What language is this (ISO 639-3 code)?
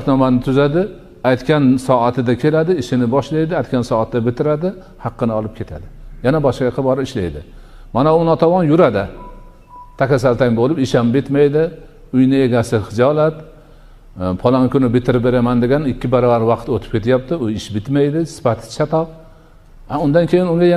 uzb